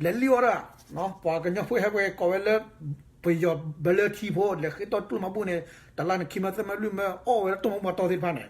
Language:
S'gaw Karen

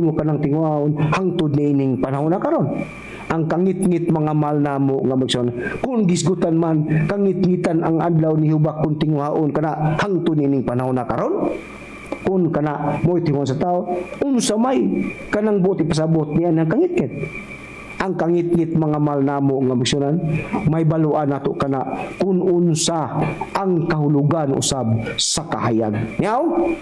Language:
Cebuano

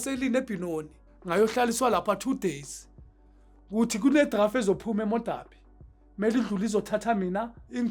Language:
Zulu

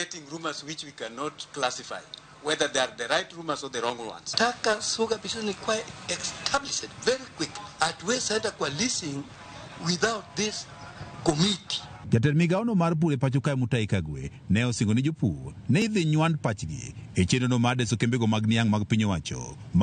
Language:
Luo (Kenya and Tanzania)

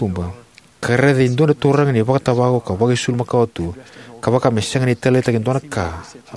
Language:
Fijian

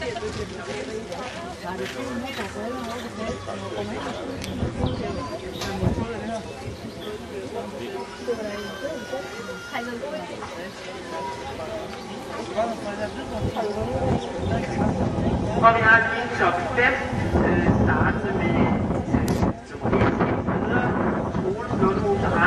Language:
Danish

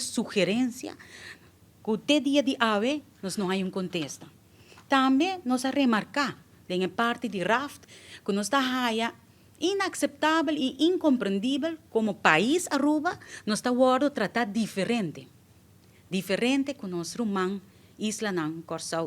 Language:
Papiamento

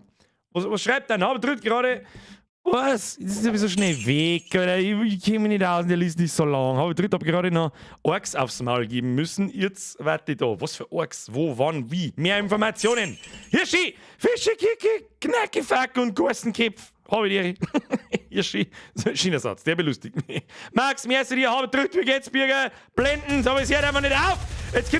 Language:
Bavarian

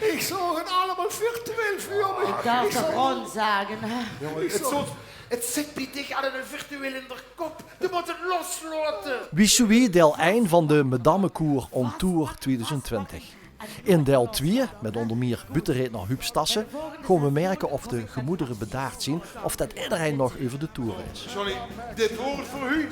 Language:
Limburgish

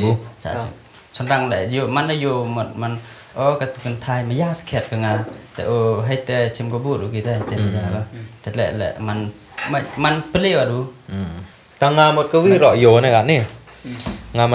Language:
Khasi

